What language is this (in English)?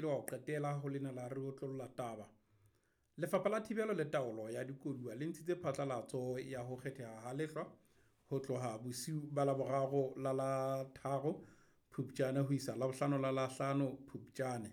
Southern Sotho